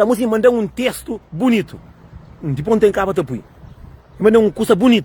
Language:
Kabuverdianu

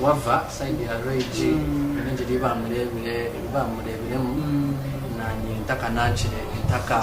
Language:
Nyankole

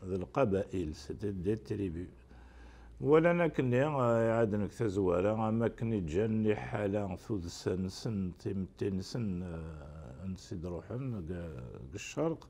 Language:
Kabyle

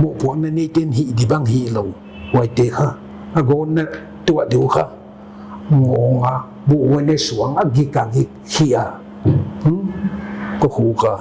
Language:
Paite Chin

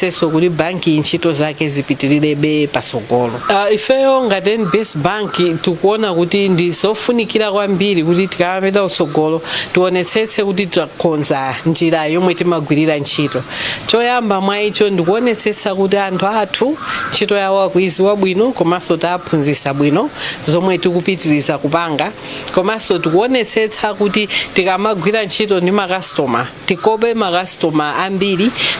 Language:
Nyanja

